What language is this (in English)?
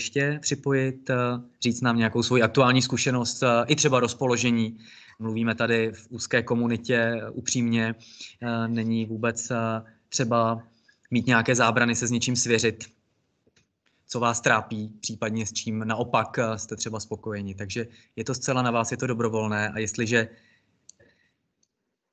Czech